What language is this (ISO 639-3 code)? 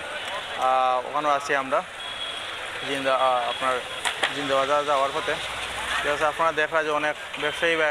syl